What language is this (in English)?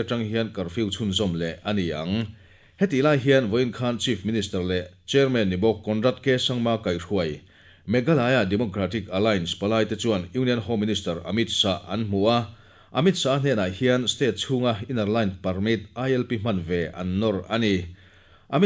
Mizo